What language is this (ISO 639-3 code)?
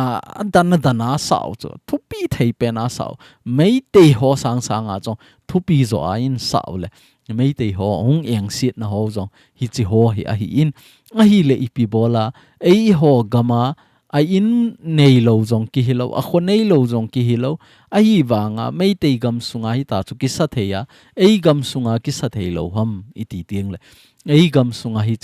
tcz